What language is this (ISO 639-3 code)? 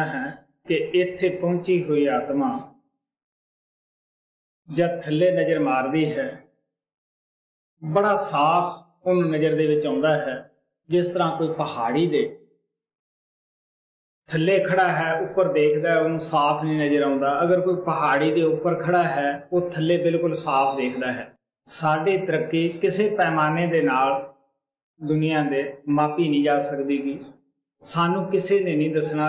pan